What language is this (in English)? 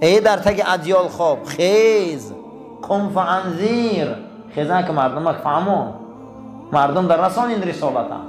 Tajik